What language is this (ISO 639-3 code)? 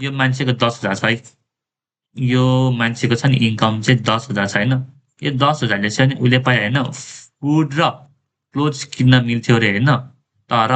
nep